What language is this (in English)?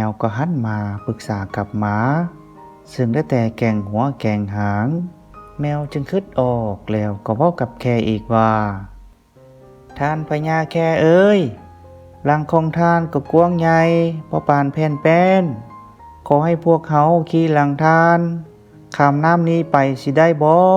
Lao